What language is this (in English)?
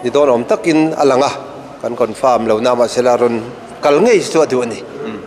Mizo